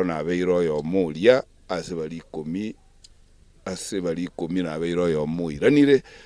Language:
Gusii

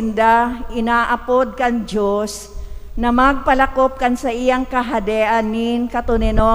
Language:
Bikol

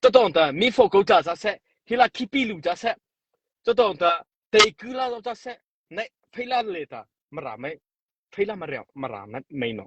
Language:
Mara Chin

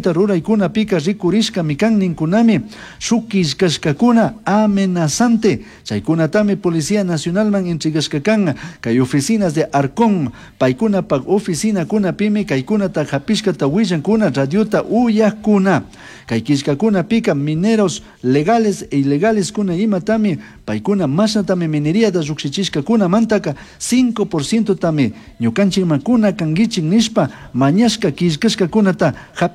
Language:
Chimborazo Highland Quichua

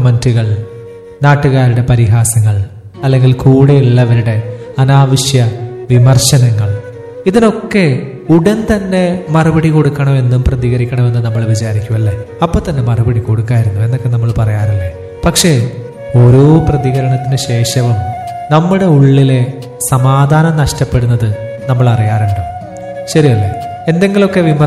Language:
Malayalam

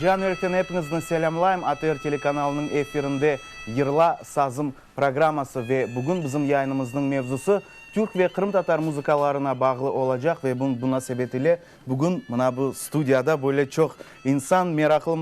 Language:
Crimean Tatar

